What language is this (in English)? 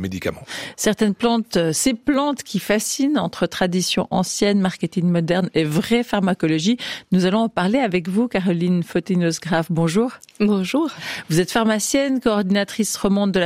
French